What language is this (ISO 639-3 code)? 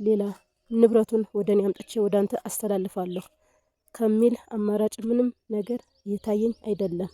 amh